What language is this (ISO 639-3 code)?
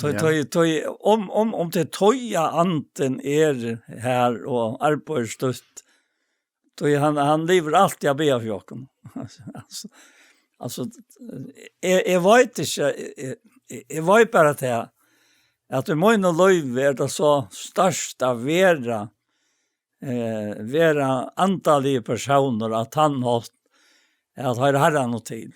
fao